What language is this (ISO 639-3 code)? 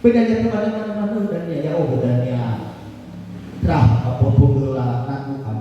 nia